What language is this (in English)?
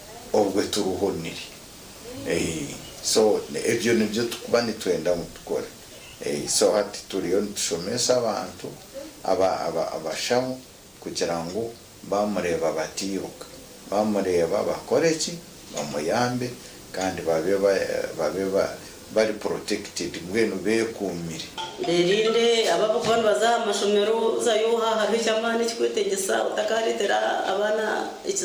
Nyankole